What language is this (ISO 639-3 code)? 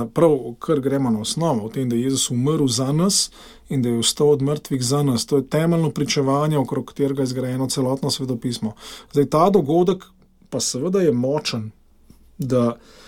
slv